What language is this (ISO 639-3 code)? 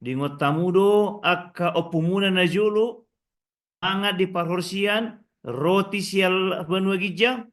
bbc